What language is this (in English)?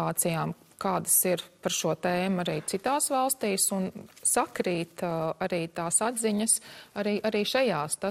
Latvian